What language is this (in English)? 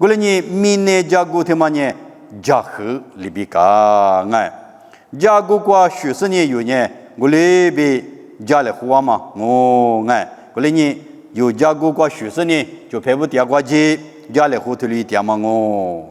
Lisu